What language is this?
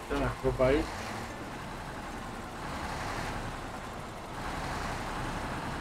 Hungarian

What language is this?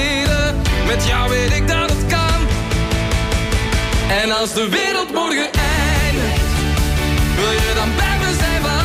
Dutch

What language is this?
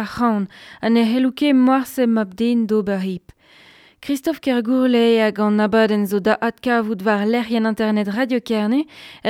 Breton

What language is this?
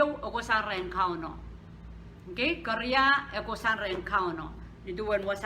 Pohnpeian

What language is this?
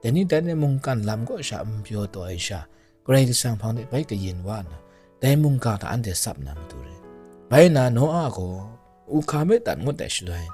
Kachin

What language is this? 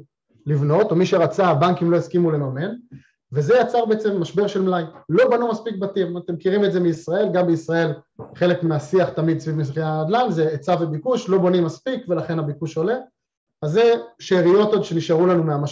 Hebrew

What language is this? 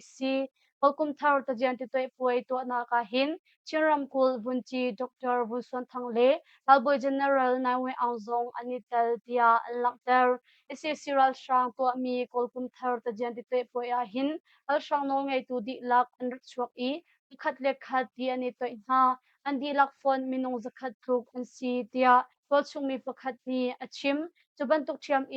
Hakha Chin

